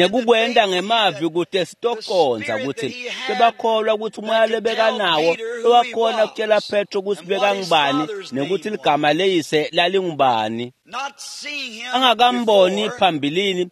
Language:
Swati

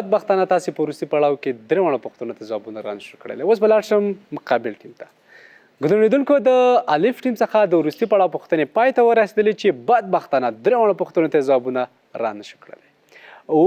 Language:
Pashto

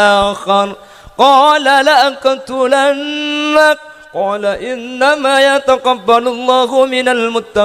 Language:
Madurese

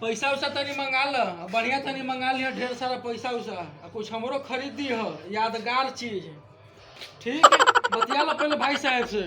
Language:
Magahi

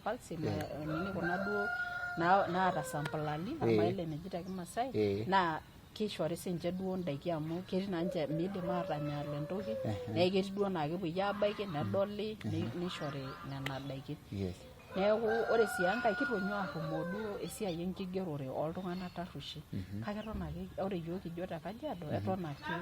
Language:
Masai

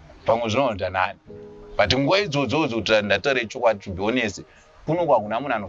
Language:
Shona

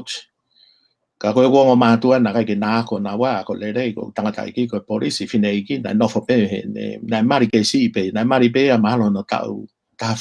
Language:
Tongan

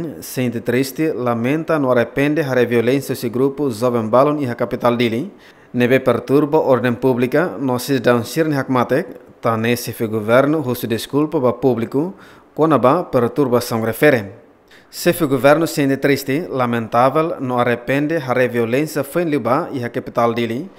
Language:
Tetum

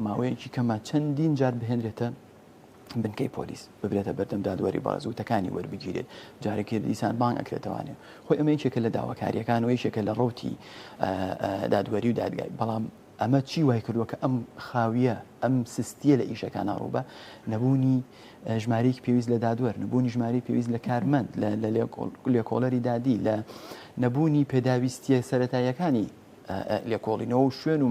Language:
Central Kurdish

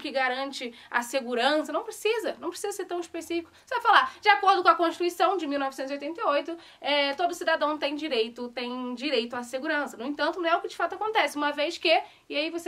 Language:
Portuguese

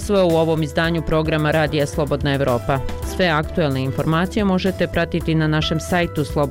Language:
Bosnian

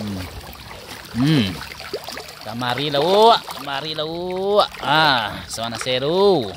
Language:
Minangkabau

